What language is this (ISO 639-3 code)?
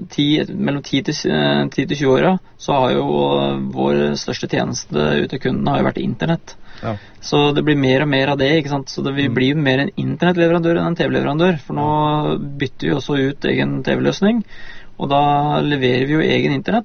nor